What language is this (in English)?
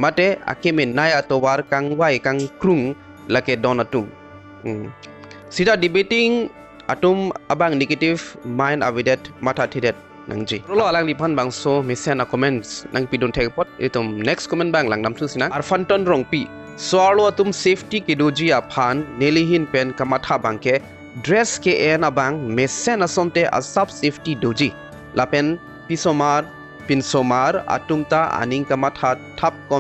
Karbi